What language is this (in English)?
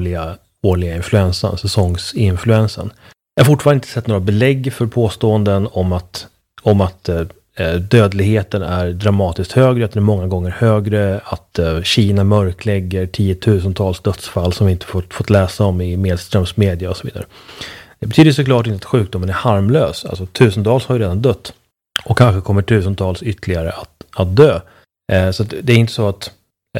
Swedish